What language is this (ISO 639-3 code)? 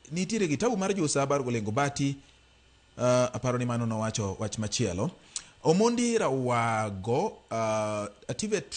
luo